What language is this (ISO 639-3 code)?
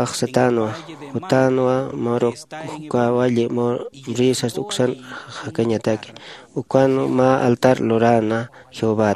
aym